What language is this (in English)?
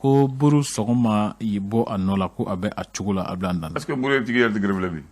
Bambara